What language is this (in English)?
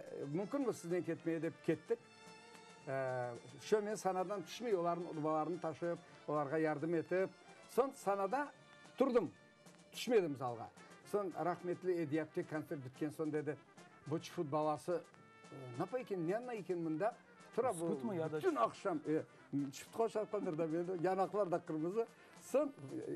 Crimean Tatar